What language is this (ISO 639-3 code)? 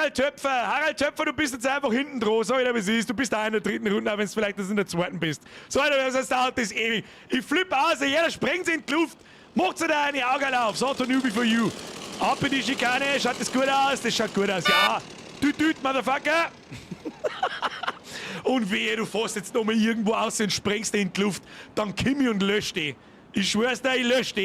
bar